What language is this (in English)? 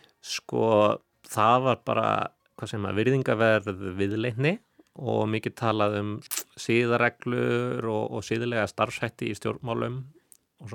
Icelandic